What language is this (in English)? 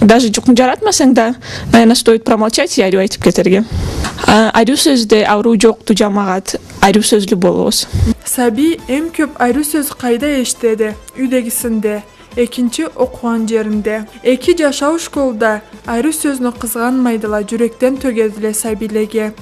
Karachay-Balkar